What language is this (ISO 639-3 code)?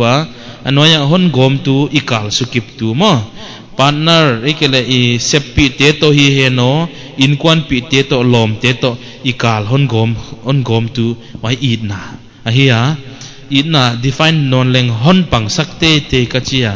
pck